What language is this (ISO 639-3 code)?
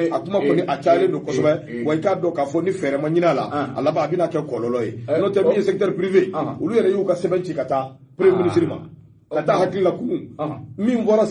bam